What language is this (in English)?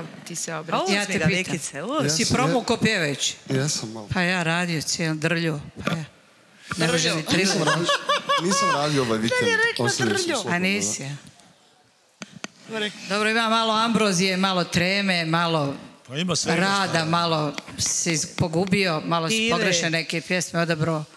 Serbian